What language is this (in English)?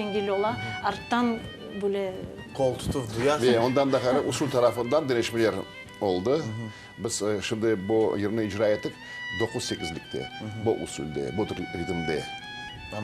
Crimean Tatar